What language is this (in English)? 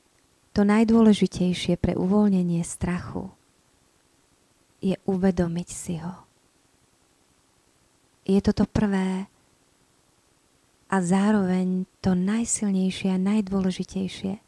Slovak